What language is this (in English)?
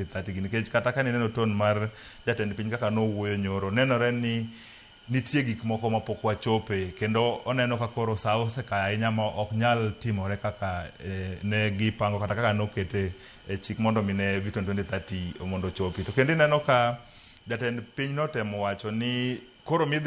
Luo (Kenya and Tanzania)